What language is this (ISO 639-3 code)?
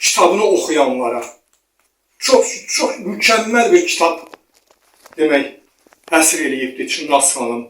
aze